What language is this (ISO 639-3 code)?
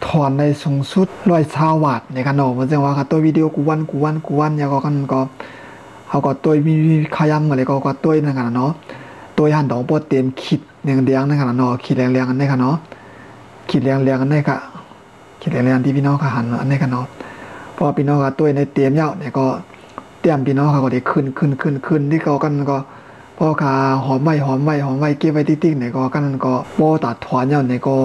shn